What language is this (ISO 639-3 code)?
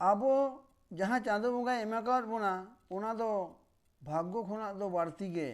sat